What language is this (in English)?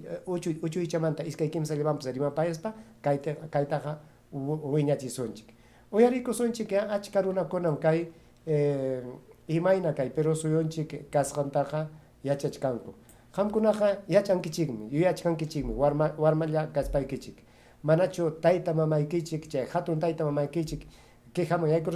Ayacucho Quechua